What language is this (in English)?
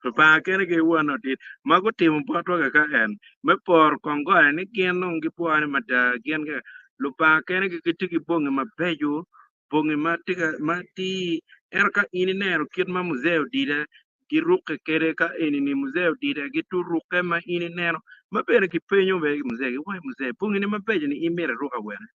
Acoli